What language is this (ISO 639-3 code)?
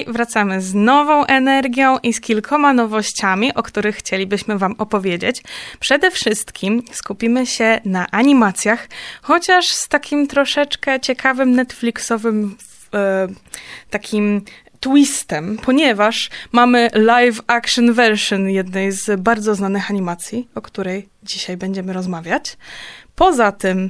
pol